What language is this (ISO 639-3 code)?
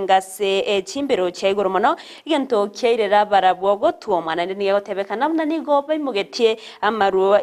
guz